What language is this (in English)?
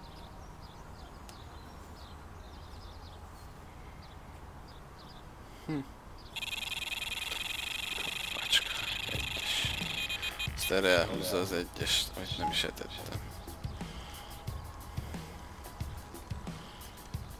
Hungarian